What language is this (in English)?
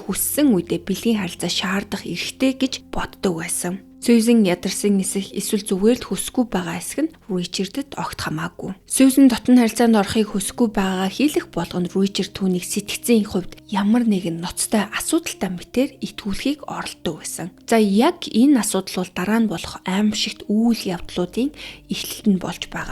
Mongolian